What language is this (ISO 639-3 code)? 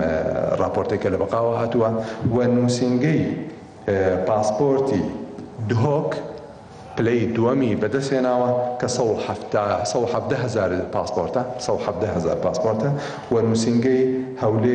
ckb